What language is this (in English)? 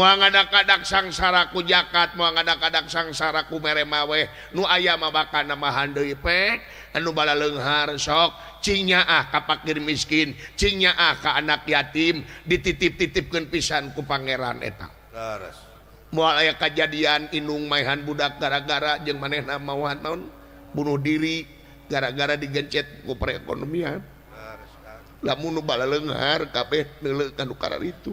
Sundanese